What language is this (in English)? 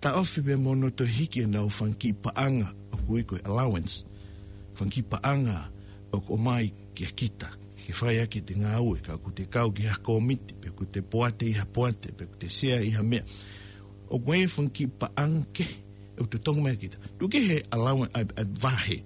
Tongan